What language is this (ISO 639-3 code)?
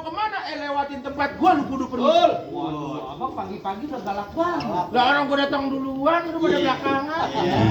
bew